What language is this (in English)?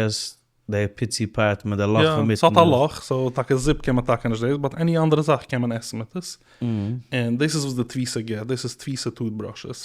Yiddish